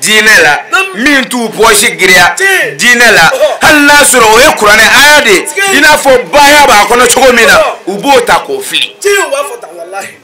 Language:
Bambara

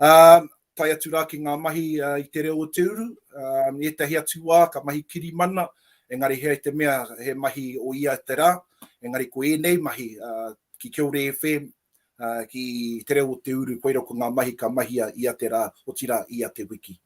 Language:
Māori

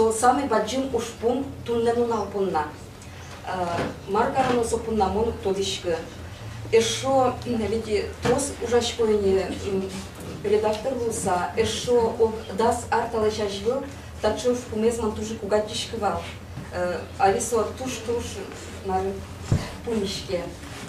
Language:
Udmurt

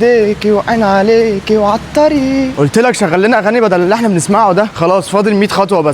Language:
Egyptian Arabic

